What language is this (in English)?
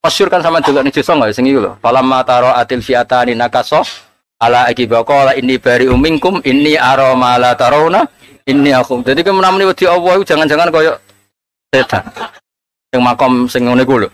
Javanese